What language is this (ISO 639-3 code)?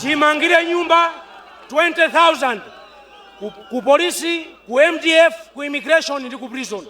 nya